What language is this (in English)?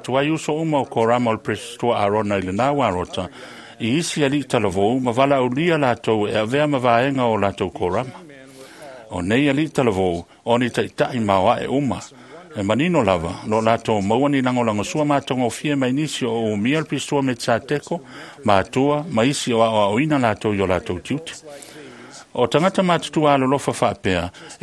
Samoan